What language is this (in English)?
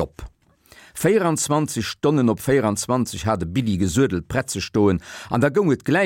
Luxembourgish